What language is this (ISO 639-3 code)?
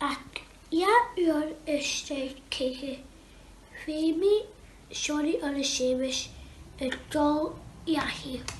gla